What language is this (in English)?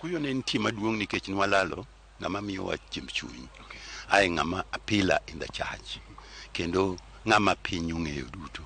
Luo (Kenya and Tanzania)